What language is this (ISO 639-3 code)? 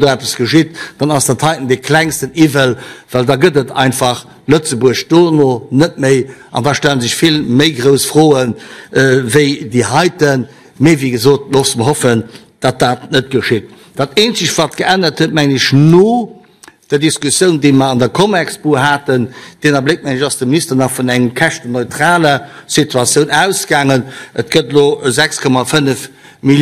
ltz